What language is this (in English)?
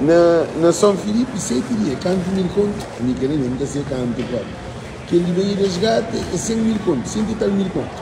Kabuverdianu